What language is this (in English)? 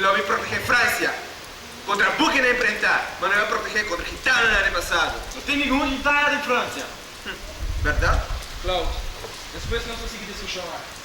Papiamento